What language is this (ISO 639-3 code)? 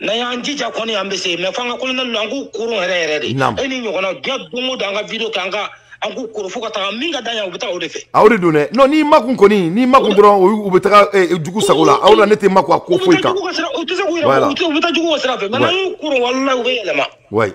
bam